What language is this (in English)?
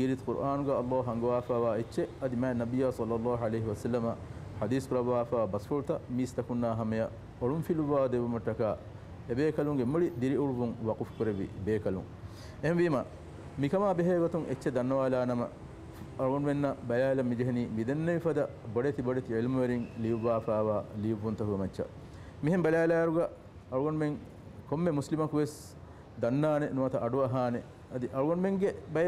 Divehi